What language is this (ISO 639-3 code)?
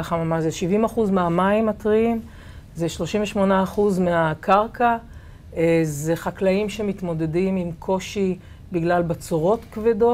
heb